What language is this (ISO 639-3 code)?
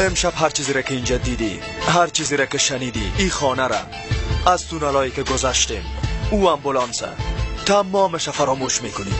fas